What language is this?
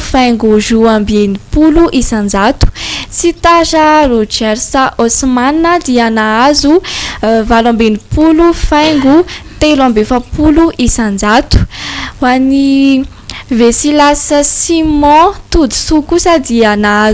Malagasy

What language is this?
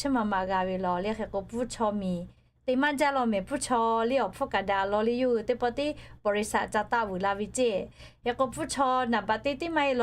Lahu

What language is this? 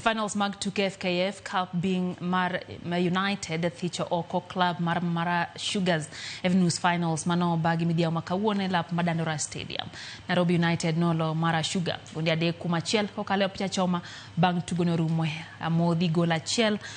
Luo (Kenya and Tanzania)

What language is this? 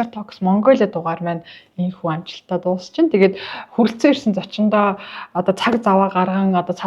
Mongolian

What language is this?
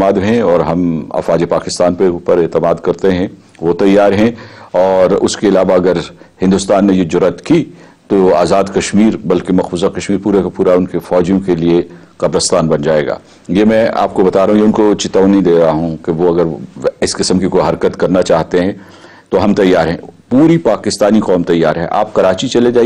Urdu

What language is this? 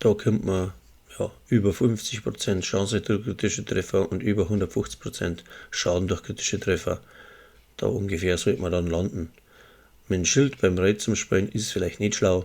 Bavarian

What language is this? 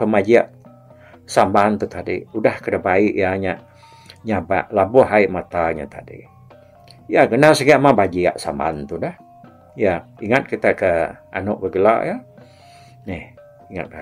Iban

